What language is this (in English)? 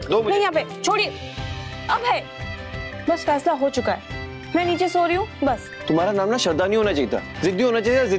Hindi